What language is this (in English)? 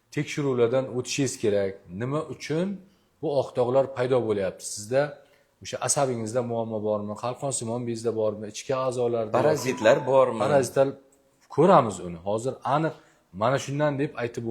Uzbek